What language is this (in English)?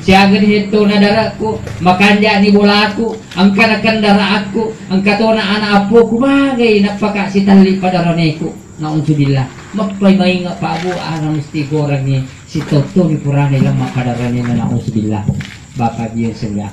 Buginese